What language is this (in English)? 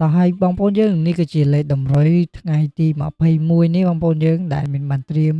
Khmer